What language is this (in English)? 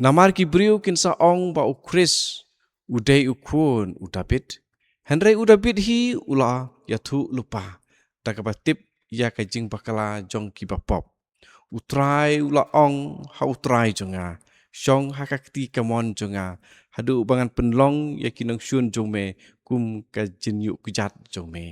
Khasi